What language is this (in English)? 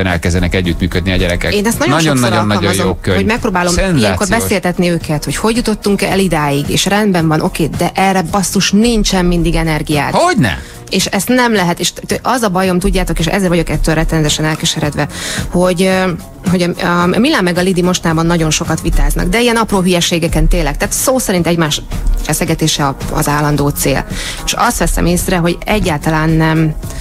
Hungarian